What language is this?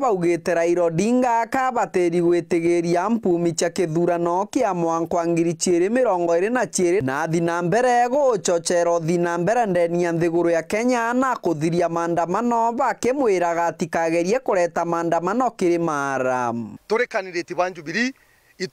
Meru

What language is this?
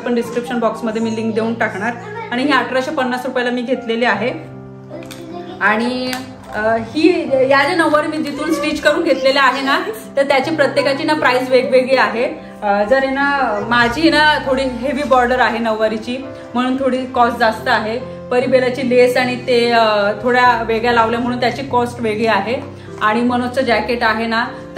Marathi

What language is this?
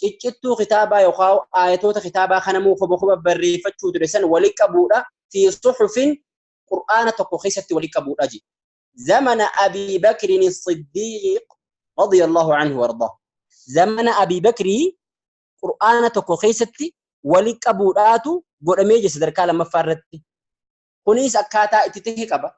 Oromo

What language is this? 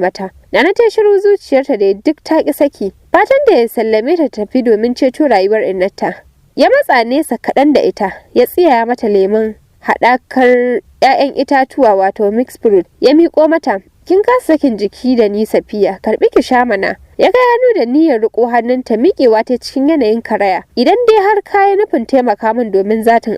Hausa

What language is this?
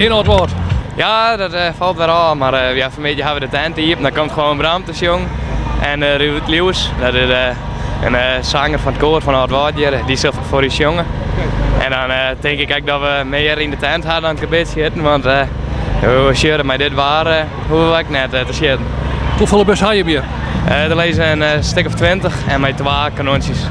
Western Frisian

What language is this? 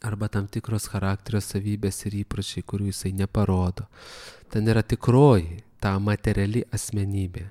Lithuanian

